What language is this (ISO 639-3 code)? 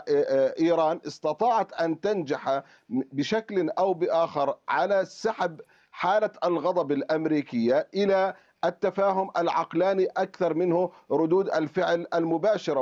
ara